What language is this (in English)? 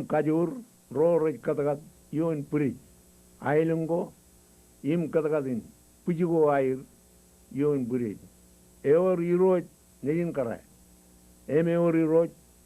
Marshallese